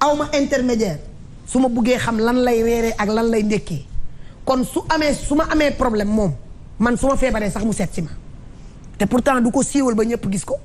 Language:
Wolof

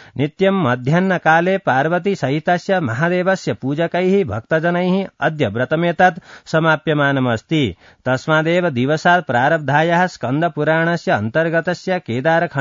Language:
Sanskrit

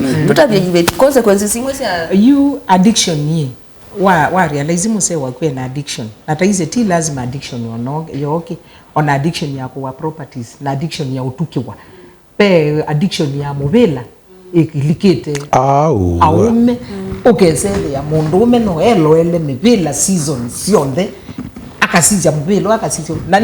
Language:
Kamba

